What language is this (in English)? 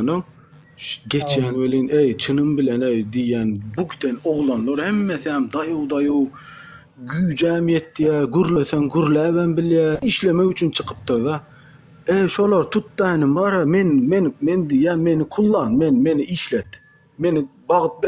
Turkmen